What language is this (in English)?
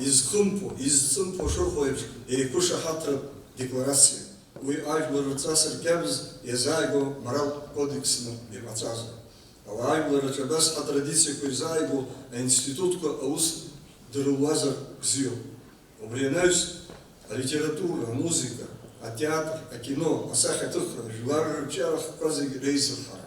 Abkhazian